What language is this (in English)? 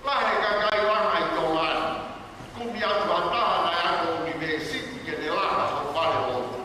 Tongan